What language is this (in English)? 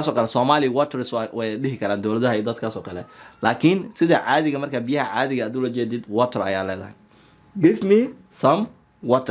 Somali